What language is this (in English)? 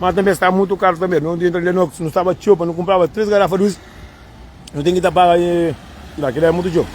Kabuverdianu